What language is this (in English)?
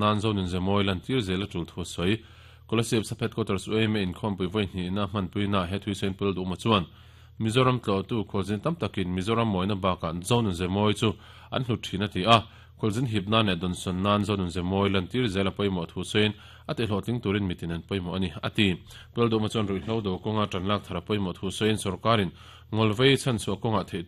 Mizo